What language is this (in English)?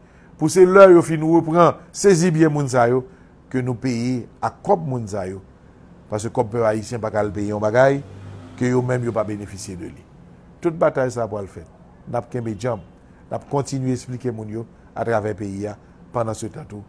Haitian Creole